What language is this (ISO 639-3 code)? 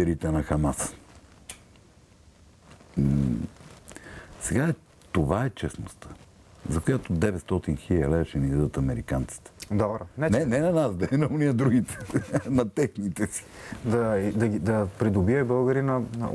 bul